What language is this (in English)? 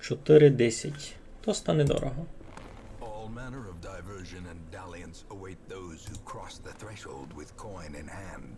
Rusyn